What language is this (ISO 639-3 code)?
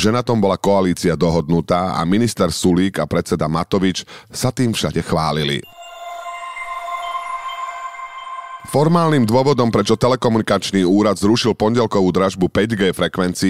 slk